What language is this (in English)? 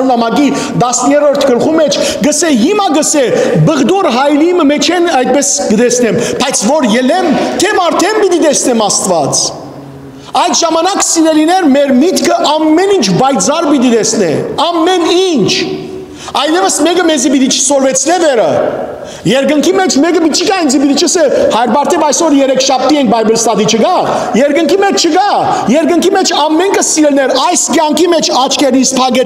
Western Armenian